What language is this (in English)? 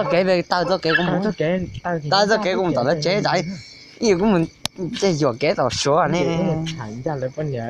Hmong